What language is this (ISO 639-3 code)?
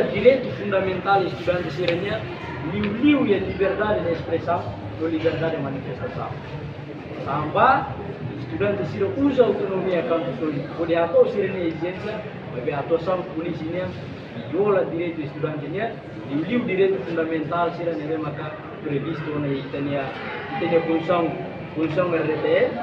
tet